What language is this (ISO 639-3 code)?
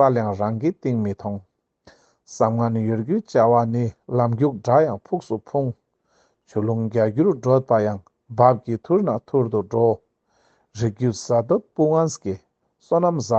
lbj